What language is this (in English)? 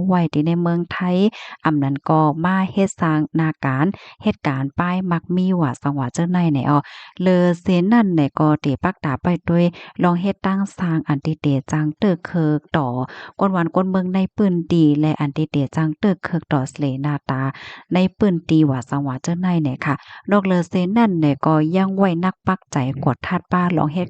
Shan